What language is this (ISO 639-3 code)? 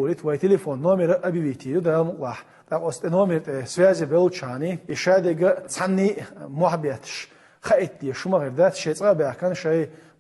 che